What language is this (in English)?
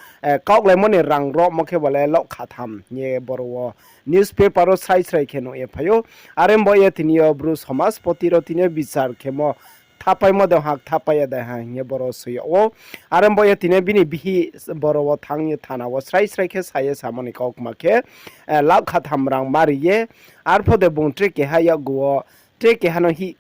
Riang (India)